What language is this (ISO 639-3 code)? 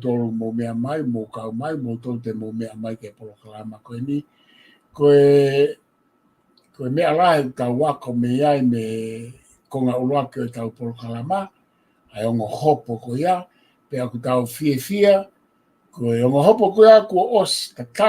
ton